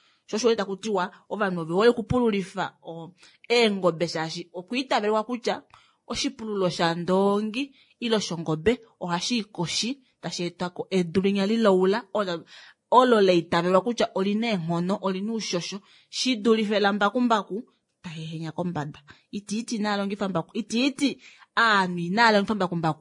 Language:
Kuanyama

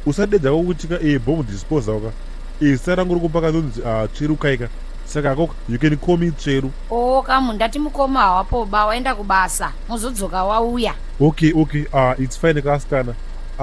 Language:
Shona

